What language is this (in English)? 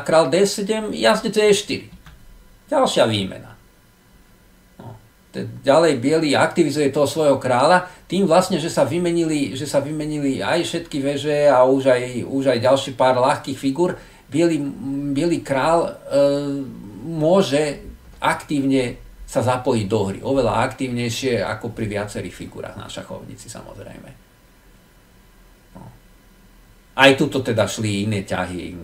Slovak